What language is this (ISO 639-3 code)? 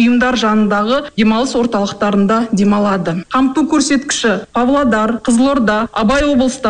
kaz